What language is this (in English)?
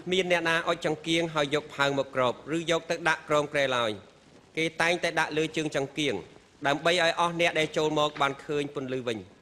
Khmer